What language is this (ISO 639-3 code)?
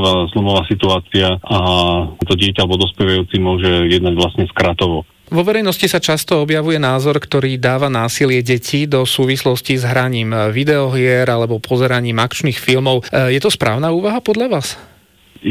slk